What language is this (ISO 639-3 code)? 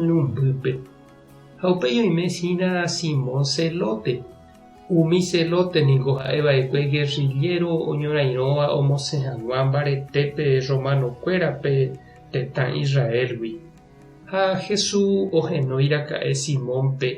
grn